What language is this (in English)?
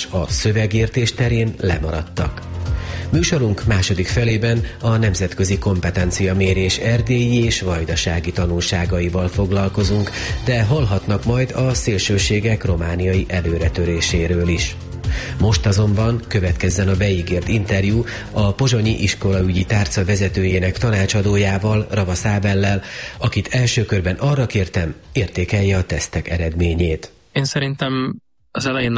Hungarian